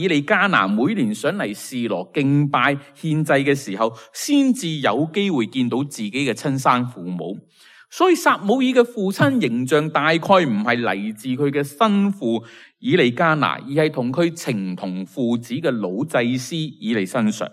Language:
Cantonese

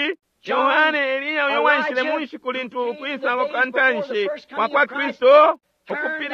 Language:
Bemba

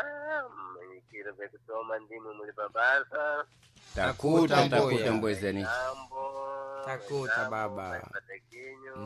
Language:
Sena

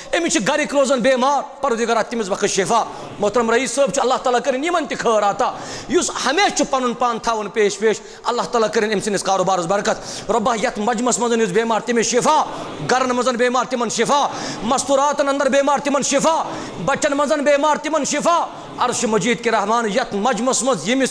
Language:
Kashmiri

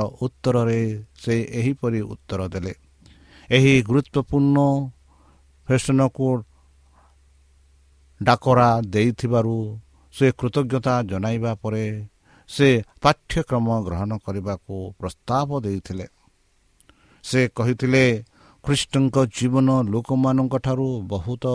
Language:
Odia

